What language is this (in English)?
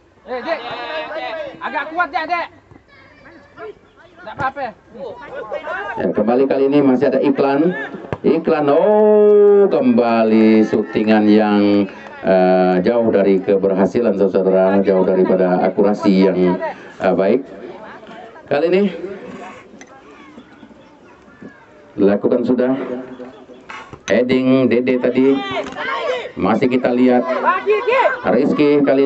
Indonesian